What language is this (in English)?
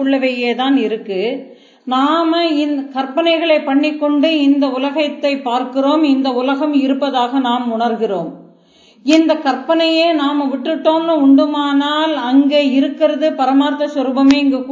Tamil